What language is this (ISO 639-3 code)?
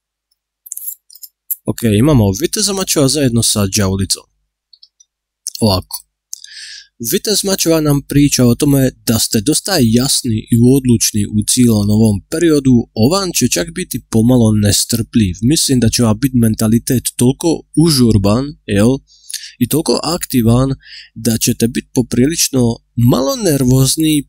hrv